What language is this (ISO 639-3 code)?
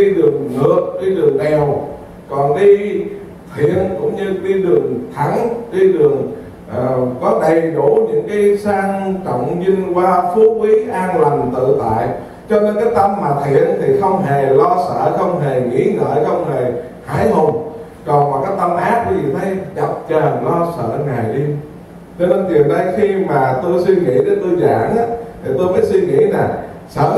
vie